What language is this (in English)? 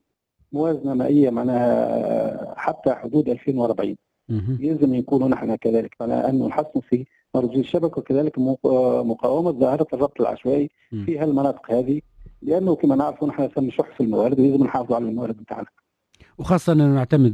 Tunisian Arabic